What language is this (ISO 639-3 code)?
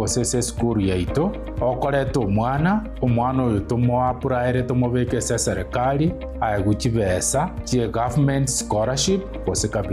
guz